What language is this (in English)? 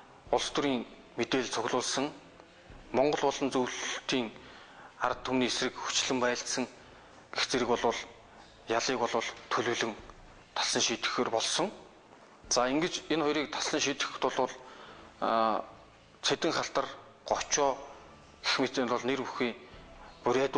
Mongolian